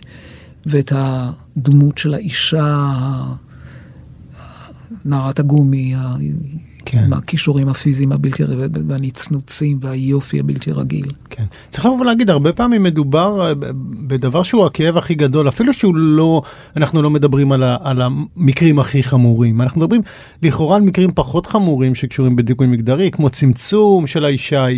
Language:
Hebrew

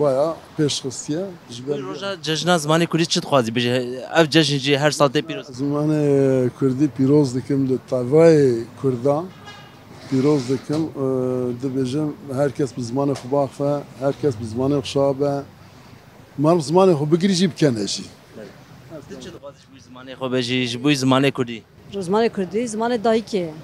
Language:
Kurdish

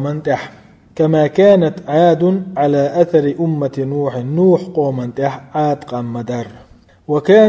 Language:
Chechen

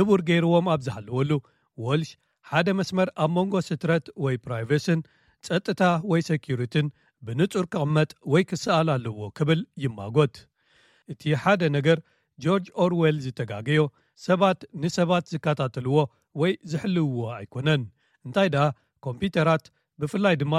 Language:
Tigrinya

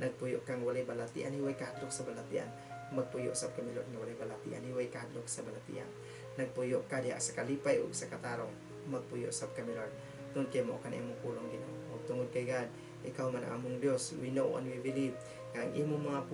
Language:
Cebuano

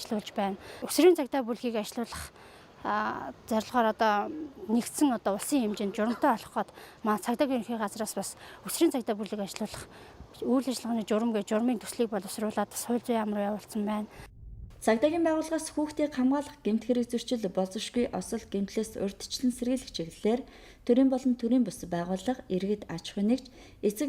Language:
Mongolian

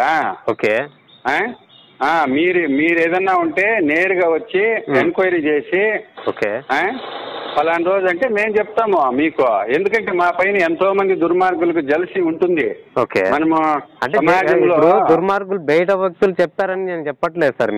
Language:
Telugu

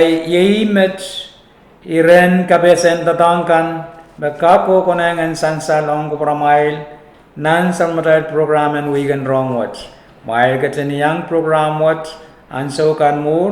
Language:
Pohnpeian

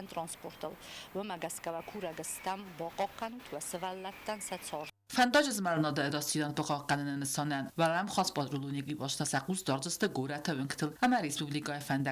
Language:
Ossetic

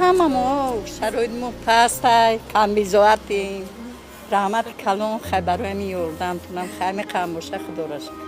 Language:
Tajik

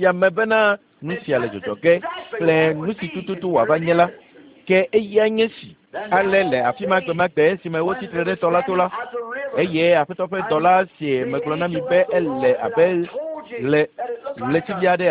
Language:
Ewe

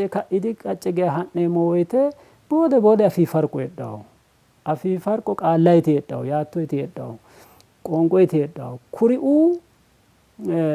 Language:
Sidamo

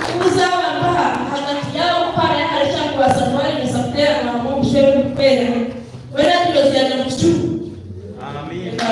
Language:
Nyankole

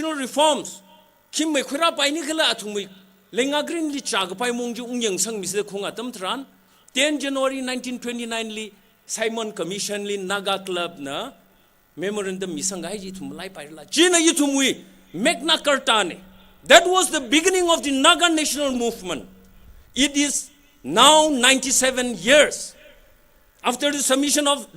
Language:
Tangkhul Naga (India)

